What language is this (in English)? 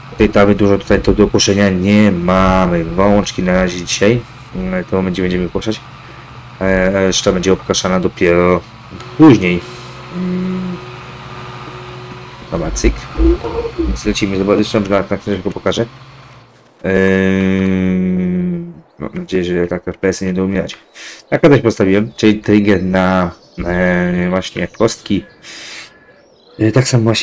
Polish